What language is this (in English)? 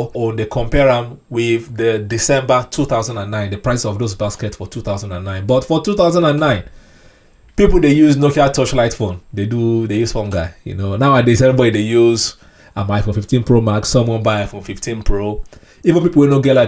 Nigerian Pidgin